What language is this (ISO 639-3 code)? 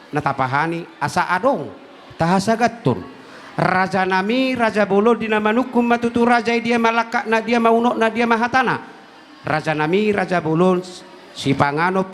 bbc